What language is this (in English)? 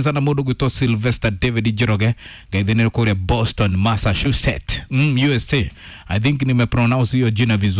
Kikuyu